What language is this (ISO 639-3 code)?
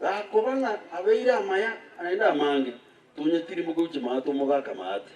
guz